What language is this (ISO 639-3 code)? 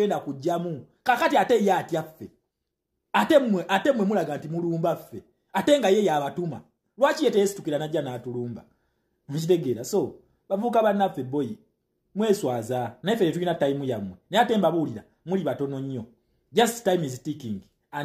lug